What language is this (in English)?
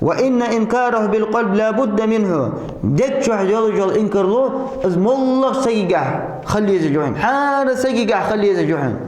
Ingush